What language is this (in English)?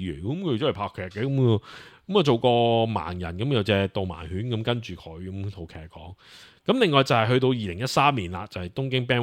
Cantonese